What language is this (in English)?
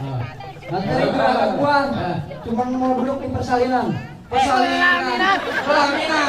Betawi